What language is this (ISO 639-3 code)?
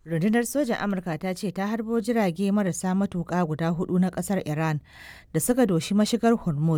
hau